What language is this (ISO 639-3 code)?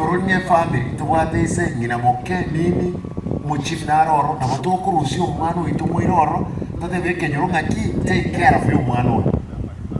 guz